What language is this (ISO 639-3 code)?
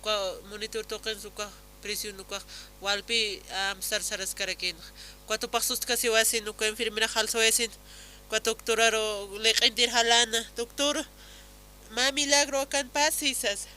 aym